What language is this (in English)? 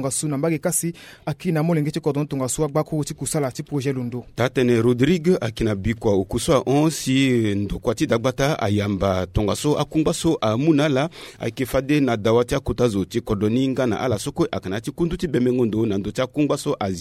Sango